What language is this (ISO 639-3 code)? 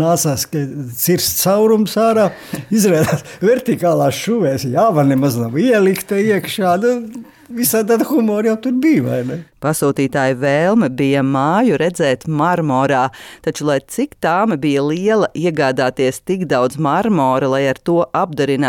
lav